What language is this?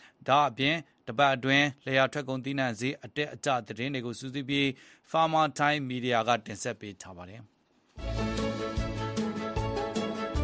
Burmese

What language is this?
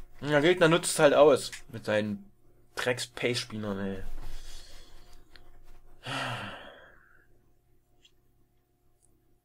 German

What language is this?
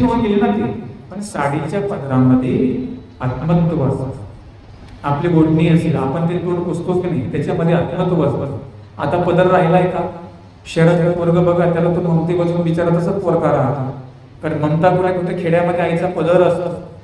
Marathi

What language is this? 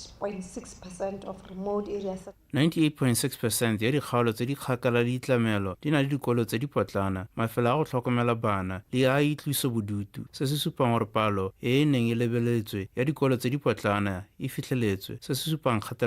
Tswana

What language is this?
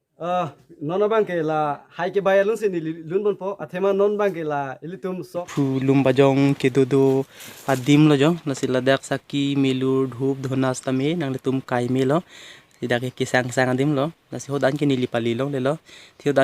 Karbi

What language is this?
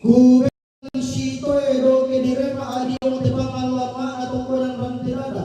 Toraja-Sa'dan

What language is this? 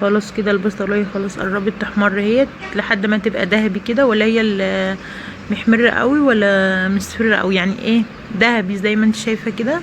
Egyptian Arabic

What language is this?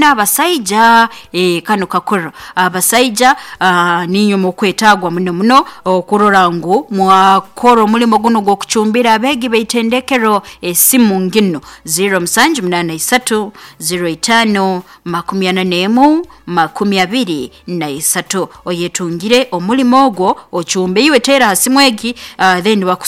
Nyoro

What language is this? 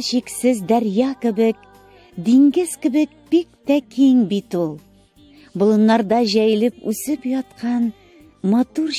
Tatar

